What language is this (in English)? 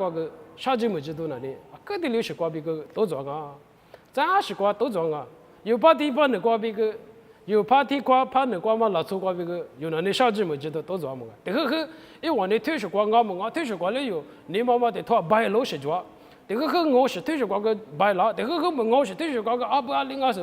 Lisu